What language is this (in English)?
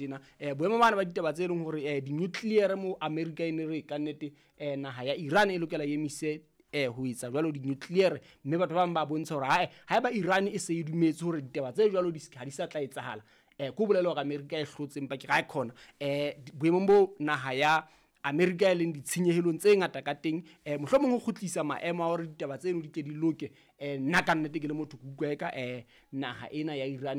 Southern Sotho